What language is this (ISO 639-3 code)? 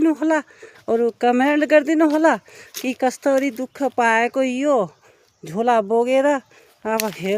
nep